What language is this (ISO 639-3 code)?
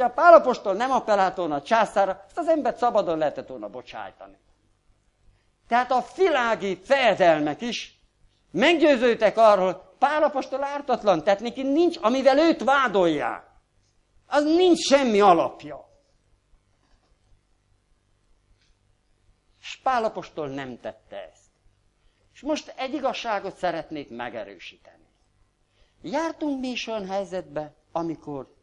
hun